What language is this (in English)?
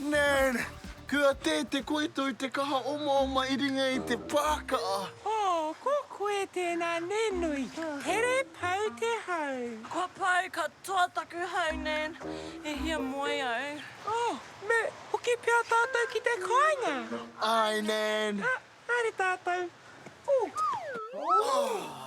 Māori